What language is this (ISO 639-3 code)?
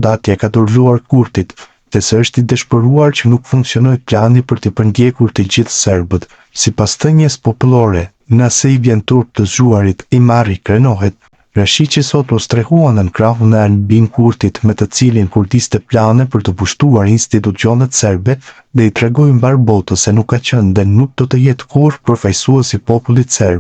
sqi